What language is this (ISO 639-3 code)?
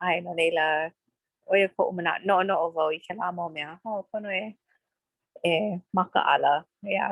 haw